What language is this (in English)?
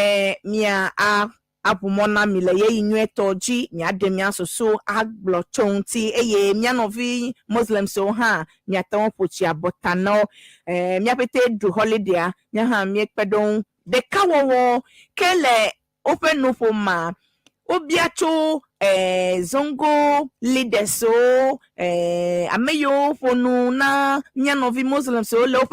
Ewe